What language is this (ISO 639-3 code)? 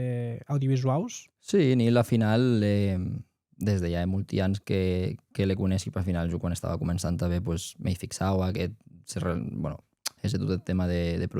oci